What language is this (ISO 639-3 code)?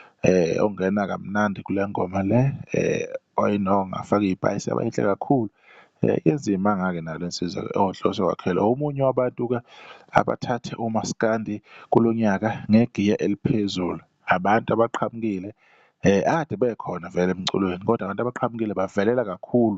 zul